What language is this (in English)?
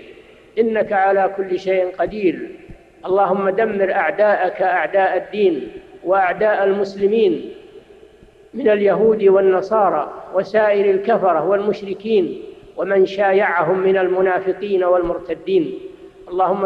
Arabic